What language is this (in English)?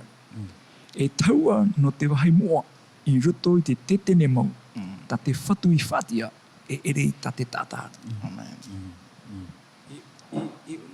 Tahitian